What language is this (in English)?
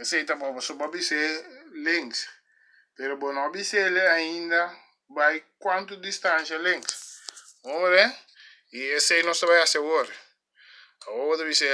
Papiamento